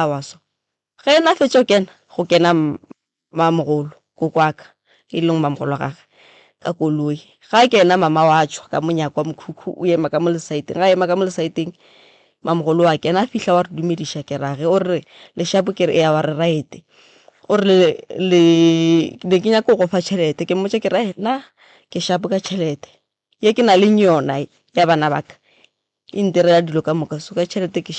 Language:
Northern Sotho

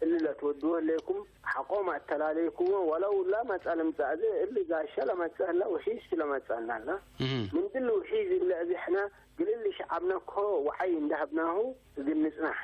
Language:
Tigre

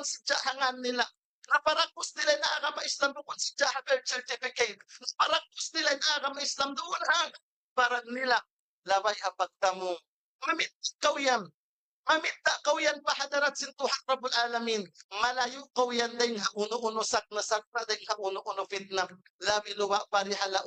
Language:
Tausug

